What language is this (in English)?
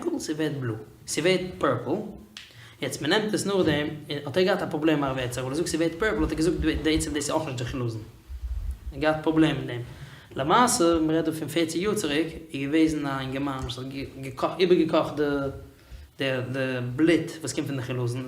Yiddish